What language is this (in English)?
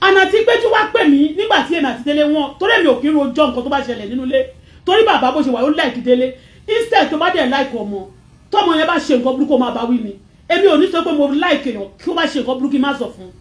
Yoruba